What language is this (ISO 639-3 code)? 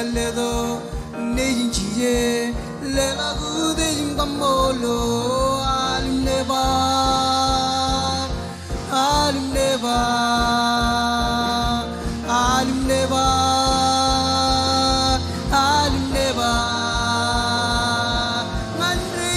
mah